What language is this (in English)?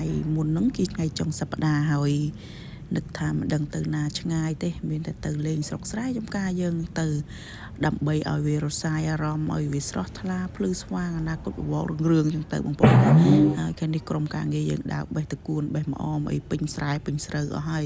Khmer